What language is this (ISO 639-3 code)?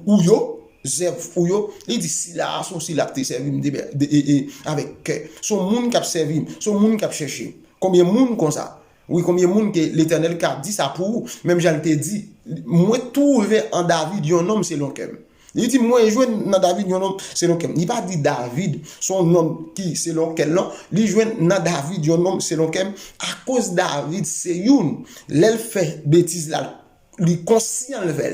hat